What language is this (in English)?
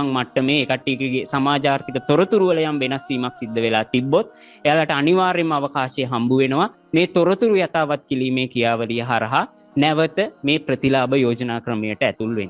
Sinhala